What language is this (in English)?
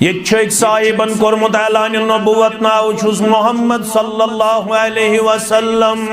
Kashmiri